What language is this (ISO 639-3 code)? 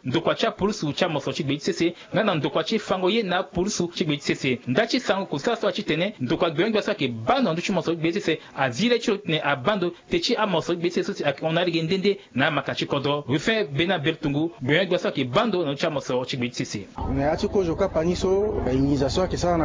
sag